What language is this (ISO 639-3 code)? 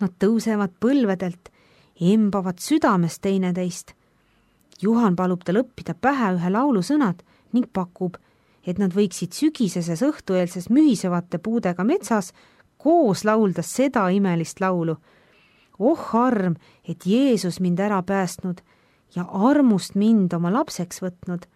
est